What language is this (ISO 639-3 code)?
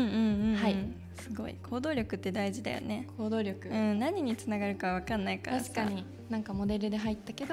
jpn